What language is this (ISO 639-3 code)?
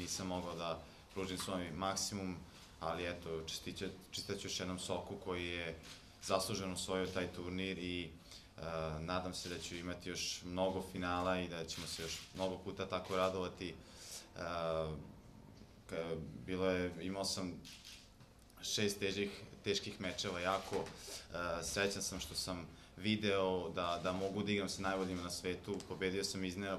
srp